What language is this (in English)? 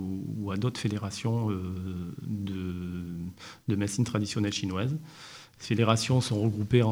French